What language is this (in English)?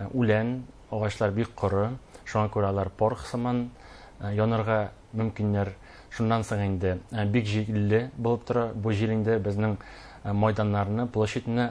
Bashkir